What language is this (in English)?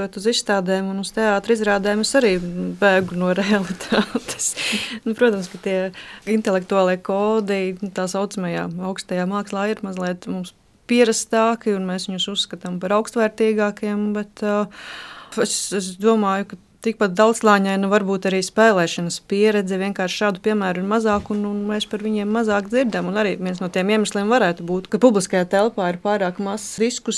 Latvian